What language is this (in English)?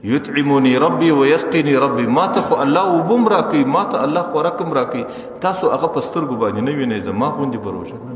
Pashto